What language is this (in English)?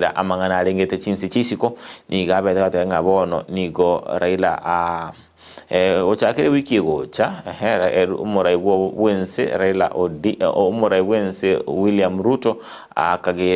Gusii